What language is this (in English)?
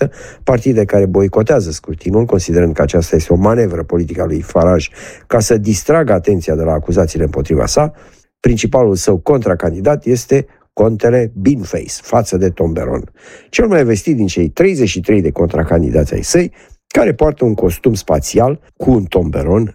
Romanian